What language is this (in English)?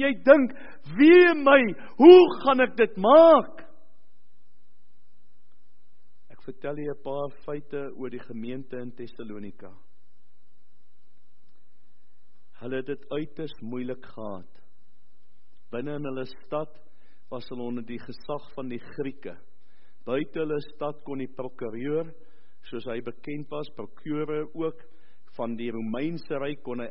Afrikaans